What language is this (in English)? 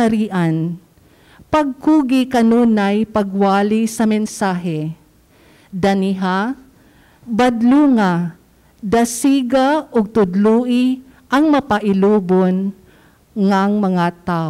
Cebuano